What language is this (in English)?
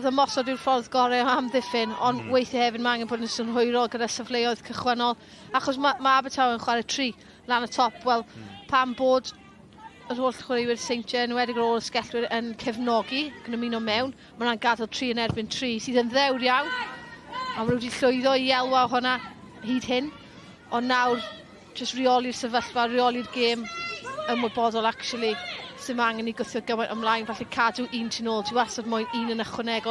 Welsh